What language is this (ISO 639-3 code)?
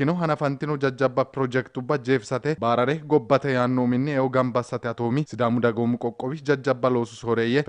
sid